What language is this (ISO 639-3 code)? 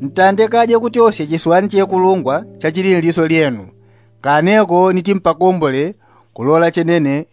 yao